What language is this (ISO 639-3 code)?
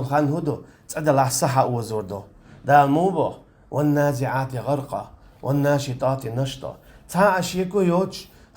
che